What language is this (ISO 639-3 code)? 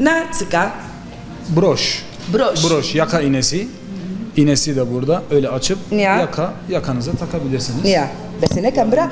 zza